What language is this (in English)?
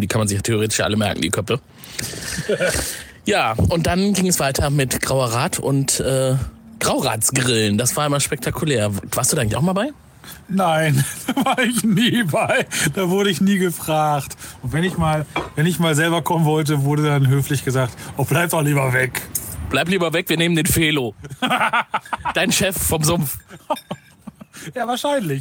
German